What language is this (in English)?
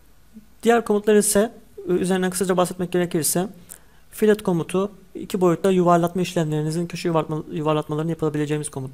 Turkish